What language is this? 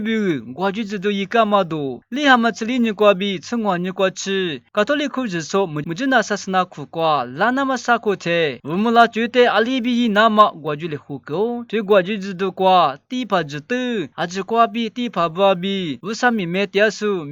Lisu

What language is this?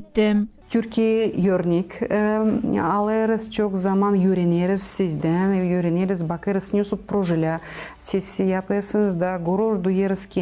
Gagauz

